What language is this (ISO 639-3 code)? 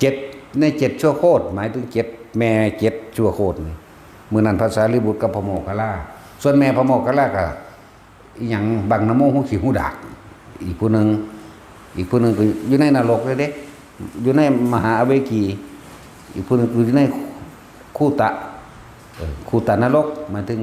tts